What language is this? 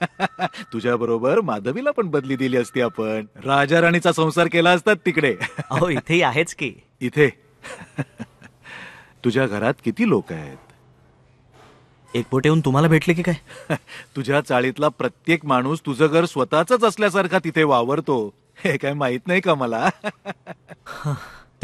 Marathi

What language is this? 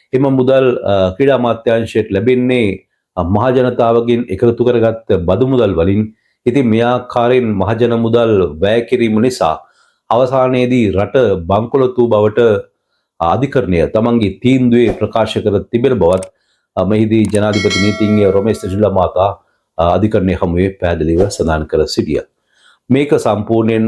Sinhala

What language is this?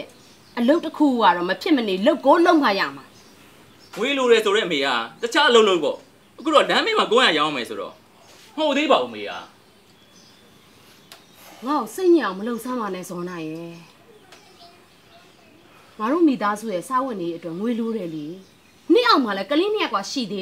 Burmese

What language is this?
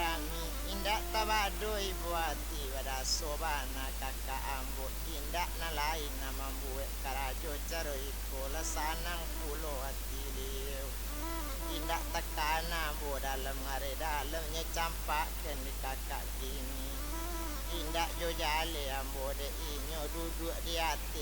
Minangkabau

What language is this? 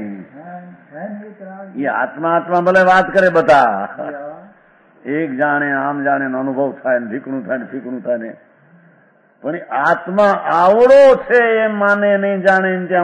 Gujarati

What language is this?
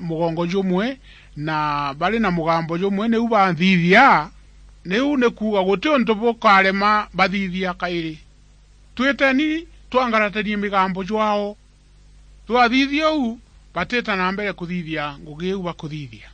Meru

